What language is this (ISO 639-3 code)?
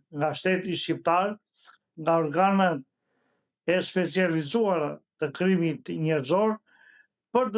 sqi